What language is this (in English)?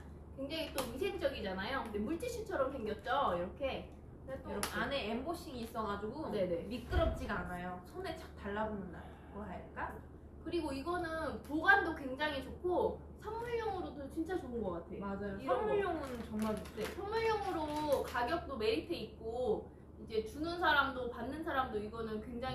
Korean